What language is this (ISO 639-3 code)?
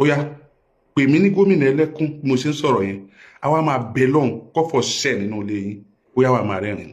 yor